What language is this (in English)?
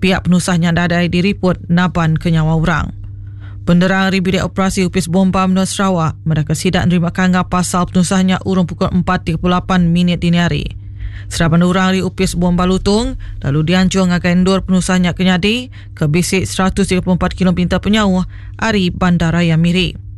Iban